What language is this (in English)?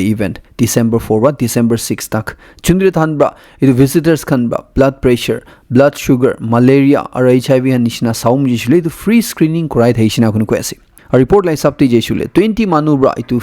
Naga Pidgin